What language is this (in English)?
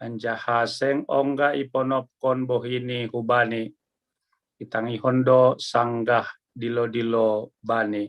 Batak Simalungun